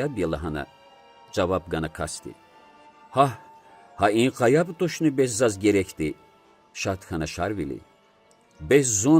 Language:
Lezghian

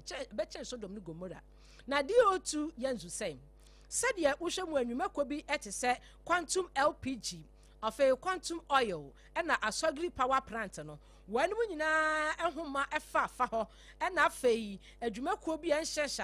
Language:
Akan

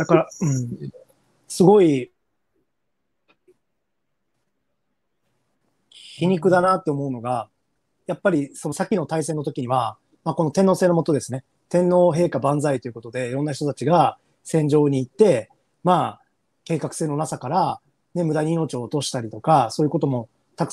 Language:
Japanese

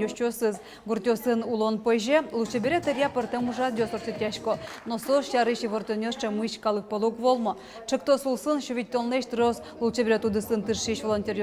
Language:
Udmurt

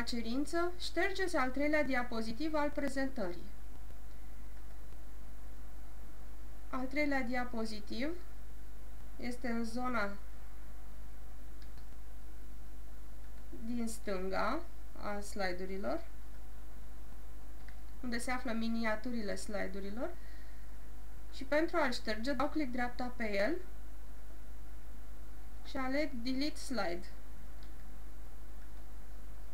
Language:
Romanian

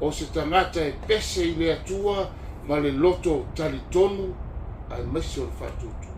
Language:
Samoan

